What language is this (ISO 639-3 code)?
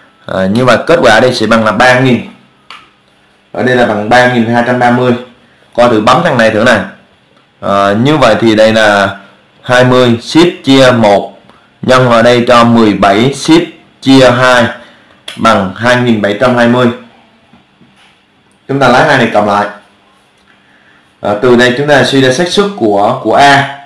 vie